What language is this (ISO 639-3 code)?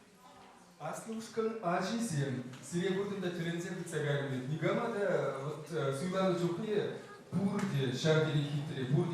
chv